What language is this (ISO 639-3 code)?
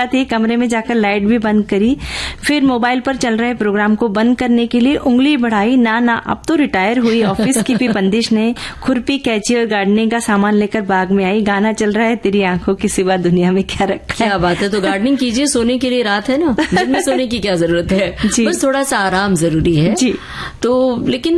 hin